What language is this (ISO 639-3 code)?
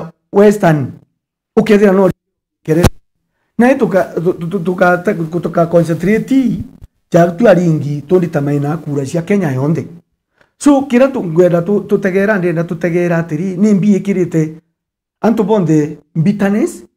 mer